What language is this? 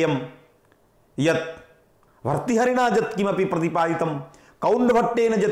Sanskrit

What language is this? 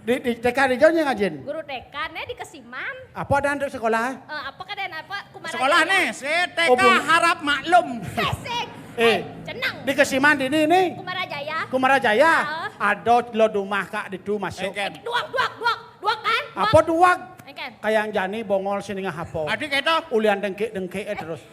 Balinese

